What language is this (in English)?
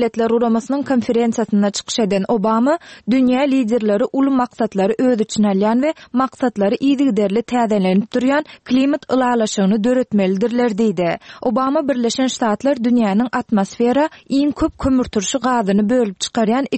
Turkmen